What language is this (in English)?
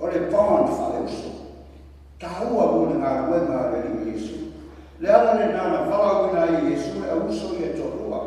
Samoan